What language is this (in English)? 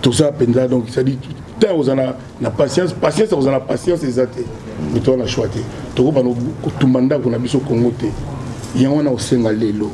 Lingala